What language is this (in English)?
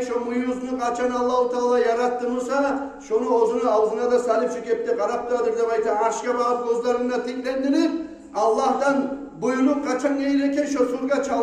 Kumyk